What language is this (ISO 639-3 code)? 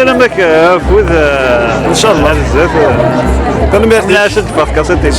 kab